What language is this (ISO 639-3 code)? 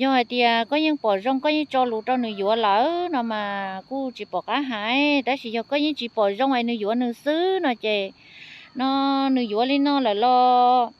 hmn